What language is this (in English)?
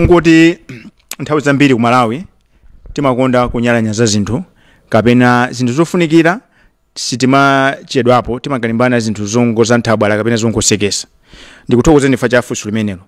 Nyanja